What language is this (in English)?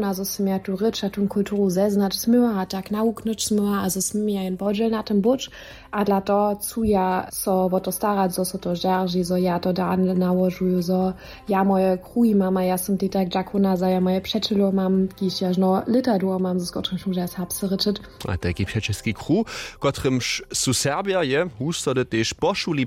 Upper Sorbian